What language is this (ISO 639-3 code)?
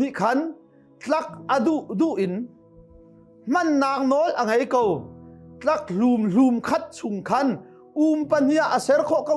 cnh